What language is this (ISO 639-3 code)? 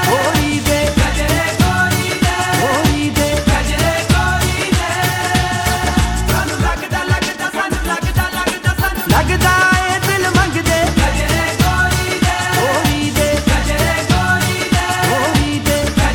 pan